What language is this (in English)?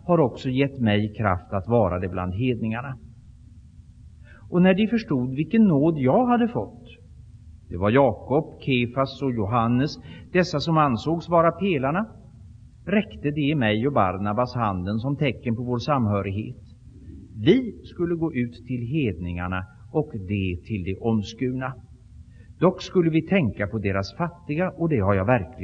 Swedish